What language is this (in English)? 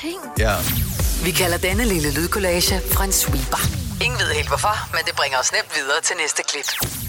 Danish